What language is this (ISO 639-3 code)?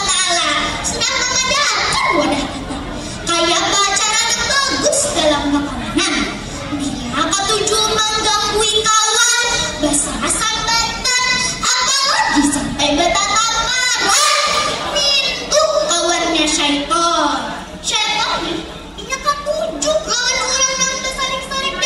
bjn